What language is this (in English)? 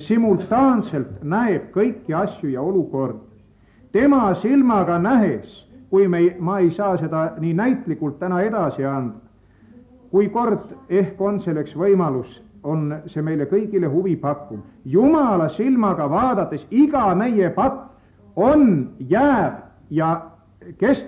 Estonian